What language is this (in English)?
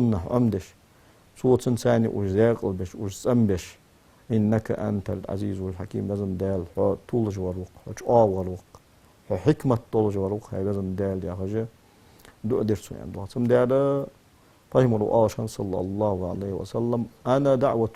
Ingush